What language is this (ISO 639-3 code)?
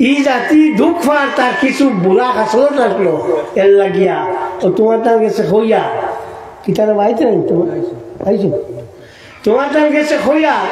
syl